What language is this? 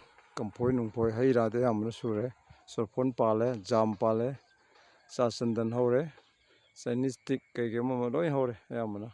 Manipuri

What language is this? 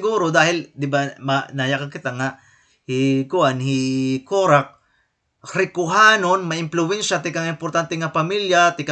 Waray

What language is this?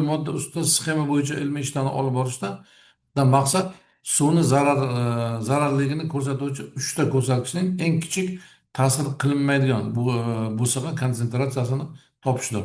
Uzbek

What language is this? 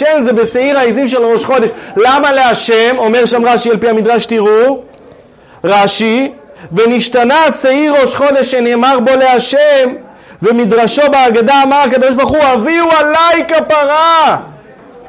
Hebrew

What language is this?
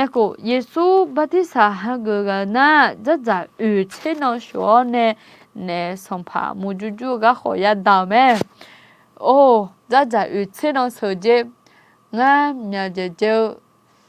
Akha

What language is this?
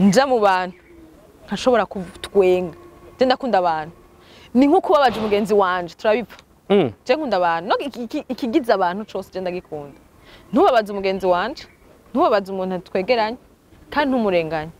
Rundi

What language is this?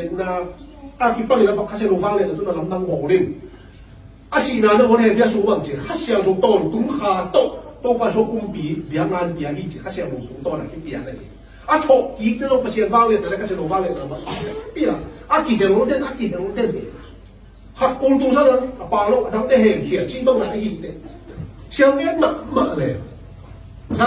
Tedim Chin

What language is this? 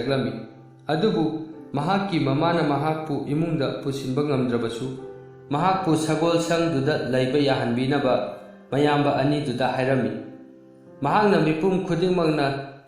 Manipuri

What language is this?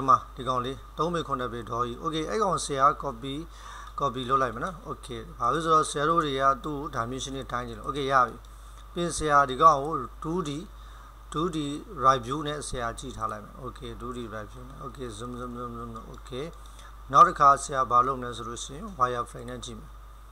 Burmese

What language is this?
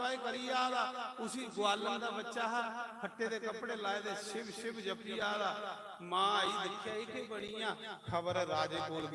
Dogri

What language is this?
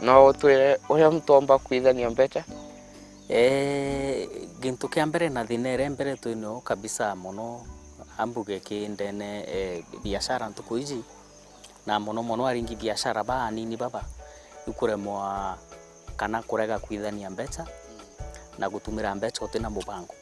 Meru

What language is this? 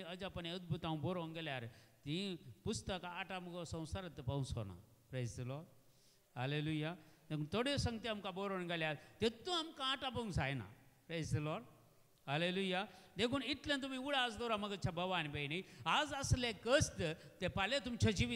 Konkani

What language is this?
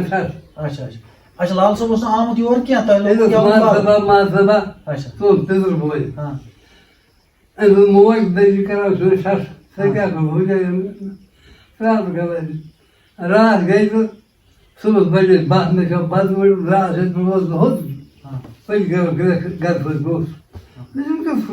Kashmiri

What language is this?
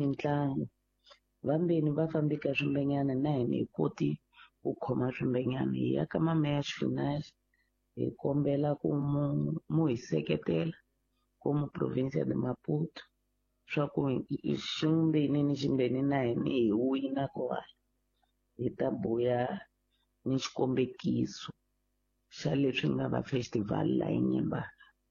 Tsonga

